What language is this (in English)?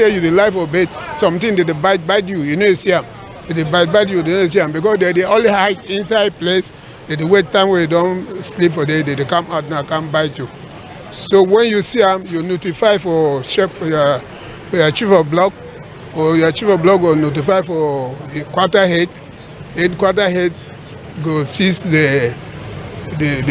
Cameroon Pidgin